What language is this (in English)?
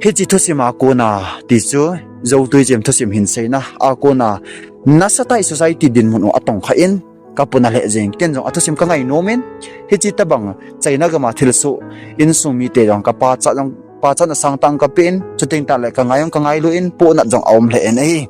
Thado Chin